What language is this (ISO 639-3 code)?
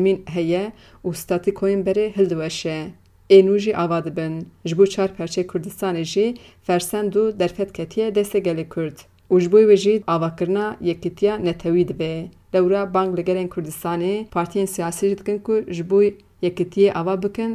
kur